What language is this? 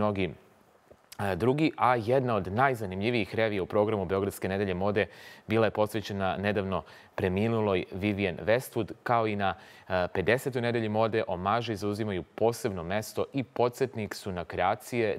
Serbian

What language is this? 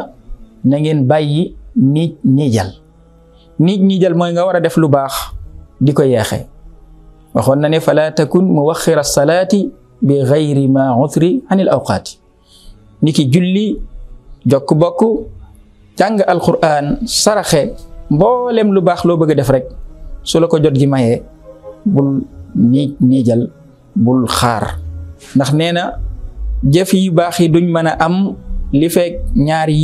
Wolof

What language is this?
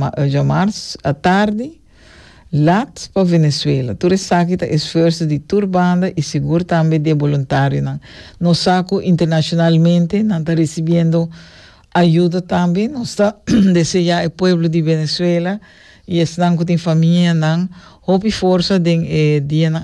Papiamento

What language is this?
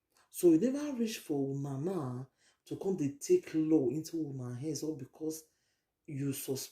Nigerian Pidgin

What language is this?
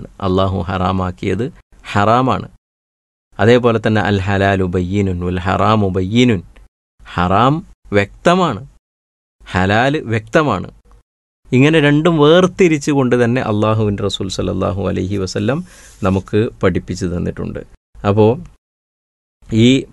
Malayalam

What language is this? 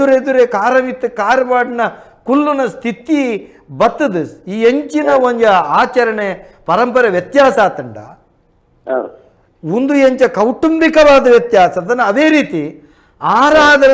Tulu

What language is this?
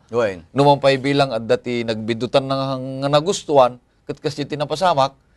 Iloko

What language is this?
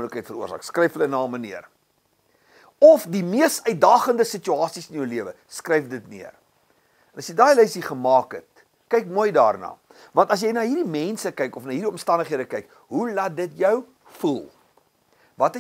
Afrikaans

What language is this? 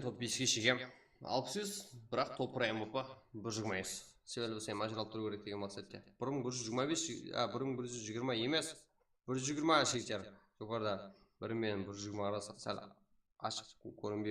Kara-Kalpak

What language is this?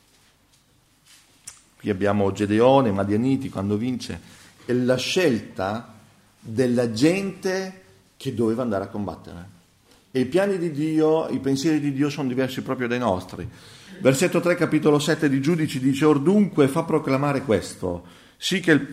Italian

